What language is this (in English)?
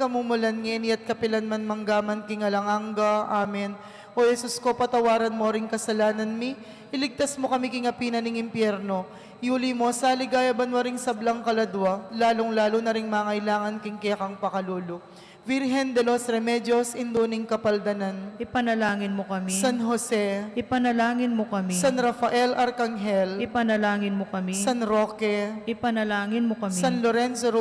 Pampanga